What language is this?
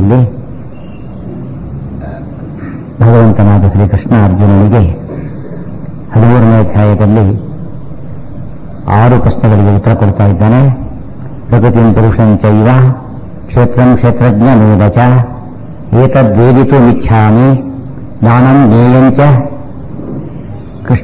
Kannada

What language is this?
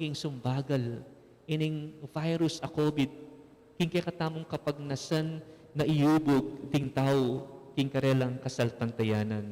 Pampanga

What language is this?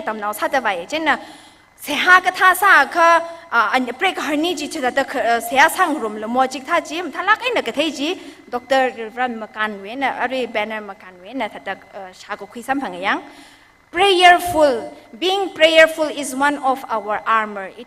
Tangkhul Naga (India)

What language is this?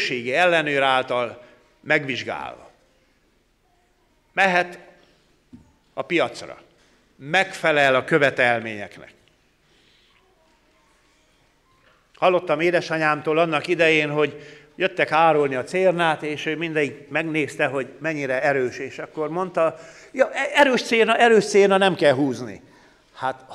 Hungarian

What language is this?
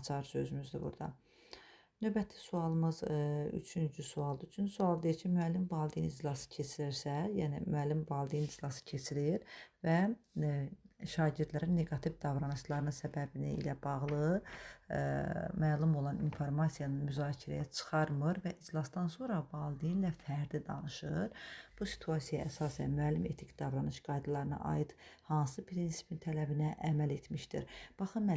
Azerbaijani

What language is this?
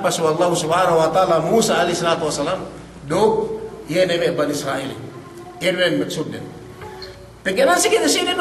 Yakan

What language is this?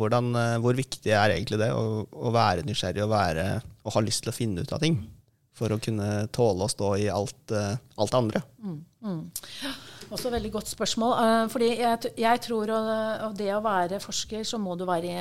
Norwegian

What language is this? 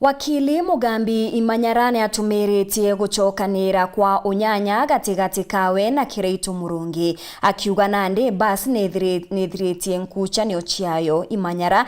Meru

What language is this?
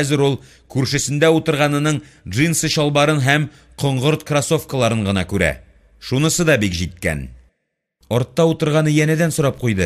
Tatar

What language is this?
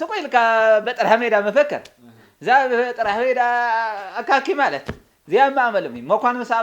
Tigrinya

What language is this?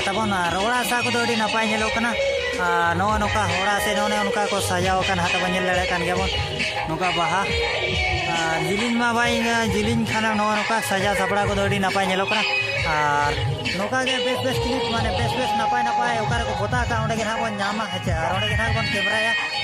Santali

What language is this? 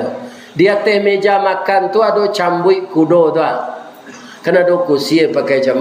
Minangkabau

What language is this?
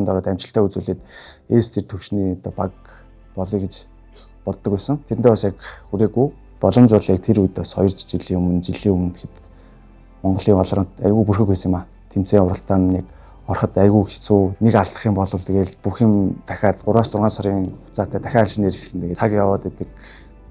Mongolian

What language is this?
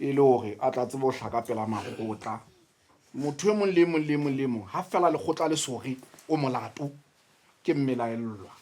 Southern Sotho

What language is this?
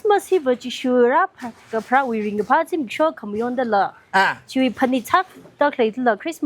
Tangkhul Naga (India)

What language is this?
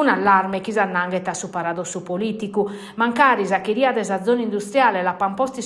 Sardinian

